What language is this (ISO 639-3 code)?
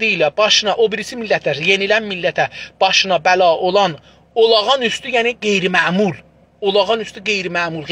azb